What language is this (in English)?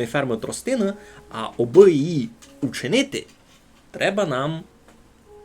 Rusyn